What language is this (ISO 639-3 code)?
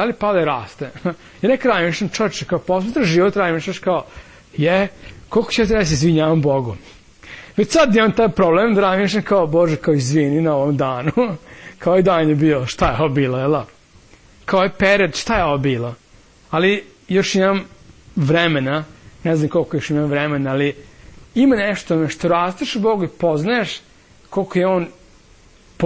srp